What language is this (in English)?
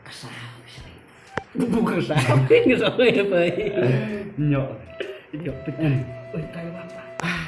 Khasi